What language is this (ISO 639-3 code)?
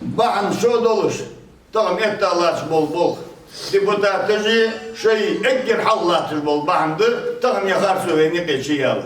inh